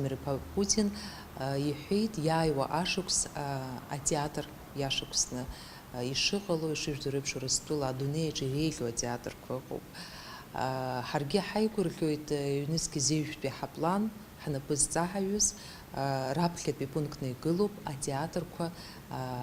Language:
Abkhazian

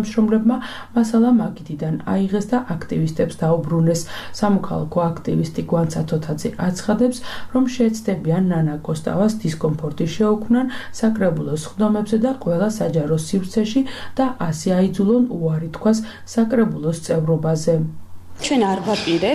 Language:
Georgian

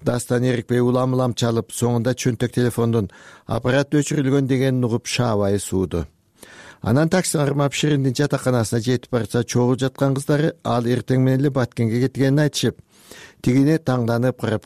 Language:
Kyrgyz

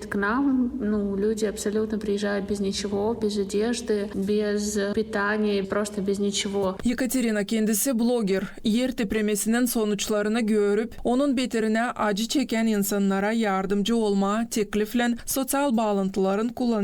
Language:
Gagauz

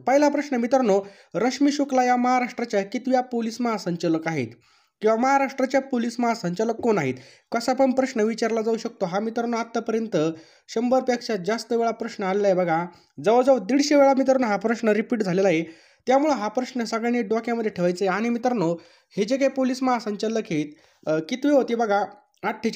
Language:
Marathi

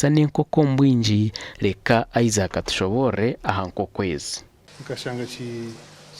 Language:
Nyankole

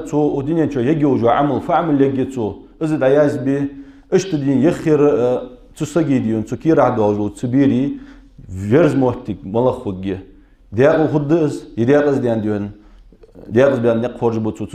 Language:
Ingush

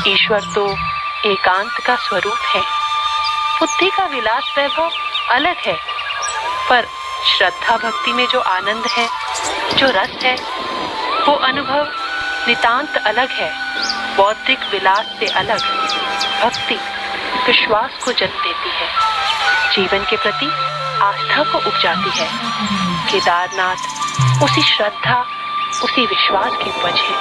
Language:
Hindi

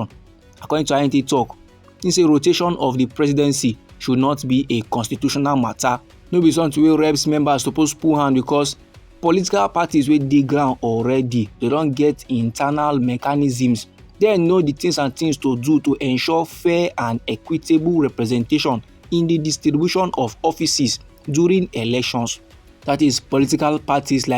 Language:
Nigerian Pidgin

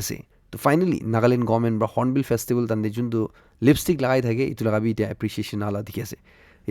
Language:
Naga Pidgin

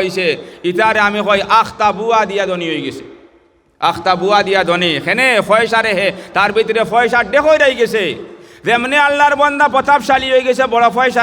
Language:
Sylheti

